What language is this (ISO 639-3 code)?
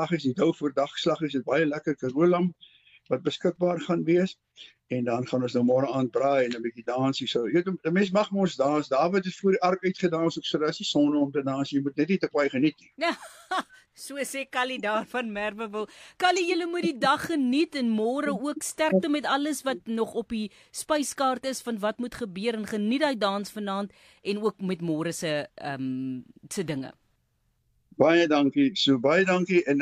afr